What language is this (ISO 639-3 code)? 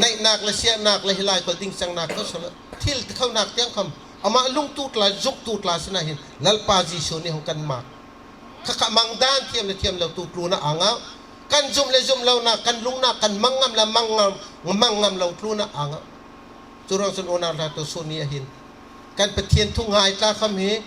bgr